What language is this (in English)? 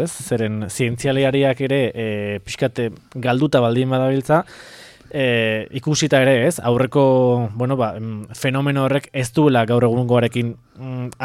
Basque